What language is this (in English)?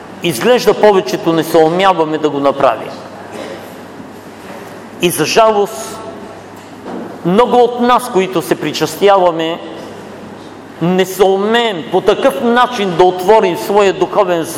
Bulgarian